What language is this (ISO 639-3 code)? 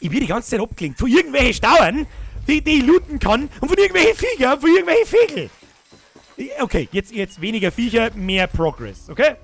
bar